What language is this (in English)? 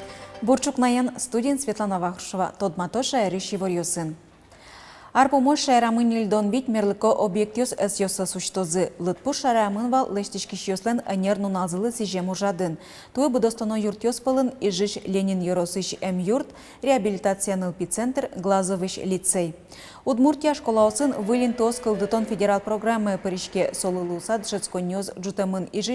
Udmurt